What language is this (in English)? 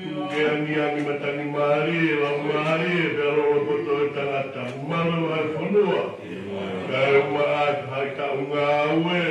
Tongan